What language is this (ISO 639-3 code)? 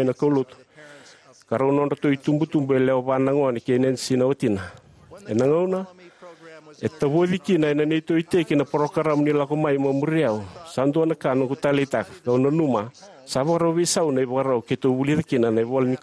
fij